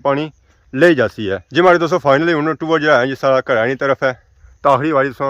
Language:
Pahari-Potwari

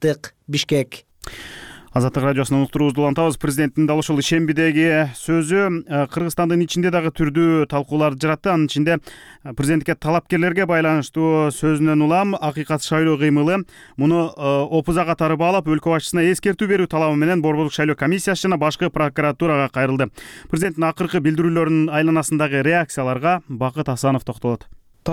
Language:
Kyrgyz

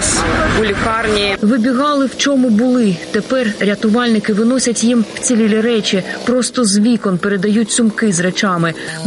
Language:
Ukrainian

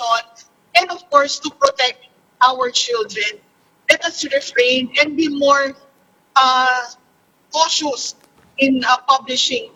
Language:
Filipino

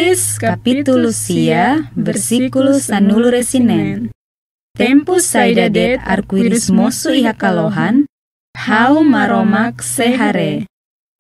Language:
Tetum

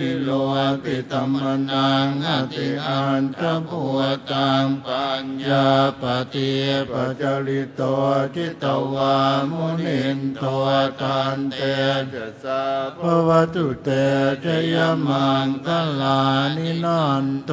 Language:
Pali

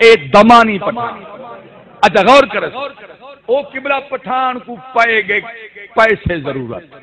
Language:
Saraiki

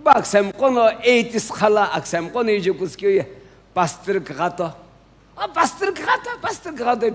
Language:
Sumi Naga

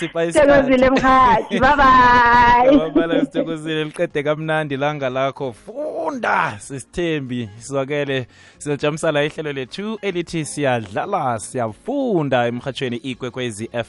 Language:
South Ndebele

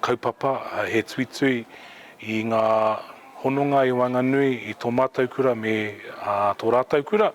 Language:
Māori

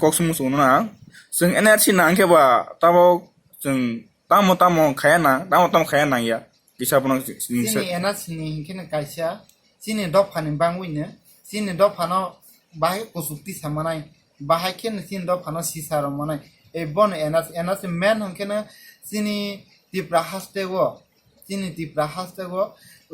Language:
Kok Borok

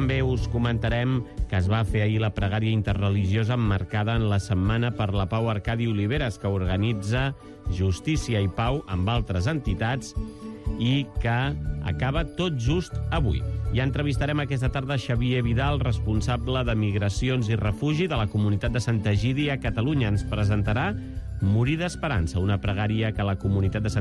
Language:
Catalan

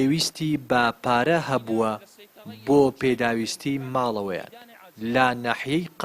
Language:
Central Kurdish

